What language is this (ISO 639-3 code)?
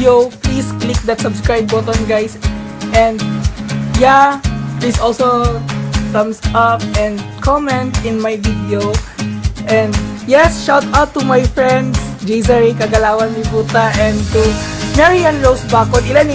ceb